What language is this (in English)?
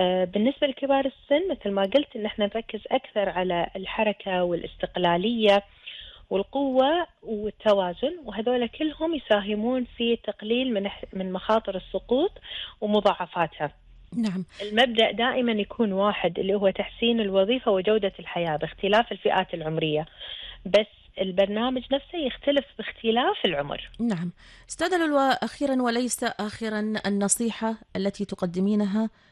Gulf Arabic